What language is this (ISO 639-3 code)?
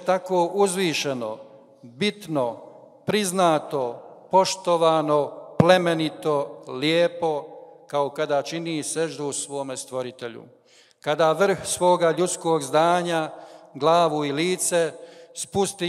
bos